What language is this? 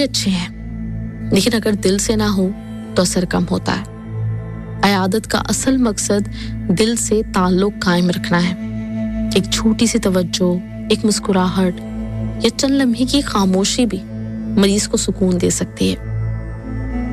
Urdu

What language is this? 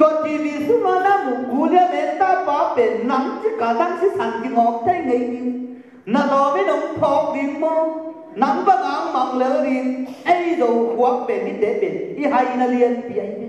Tedim Chin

